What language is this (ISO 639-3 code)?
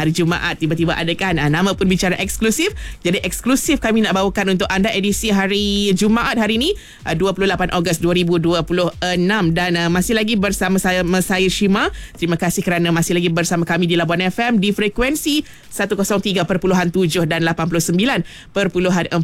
msa